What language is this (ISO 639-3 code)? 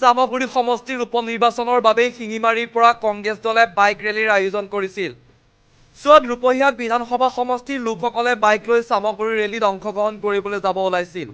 asm